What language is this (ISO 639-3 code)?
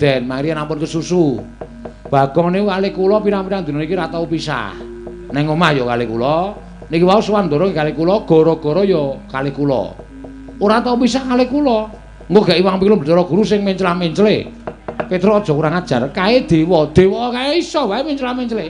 jav